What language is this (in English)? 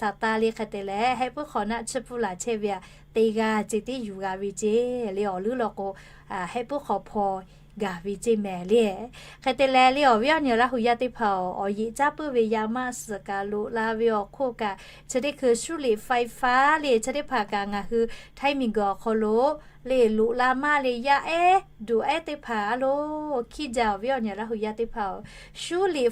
Lahu